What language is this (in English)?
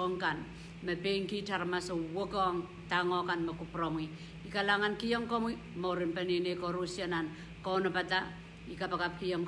Pohnpeian